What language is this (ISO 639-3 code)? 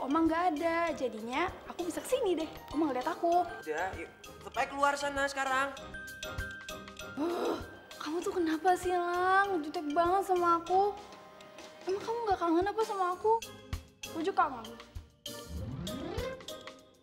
ind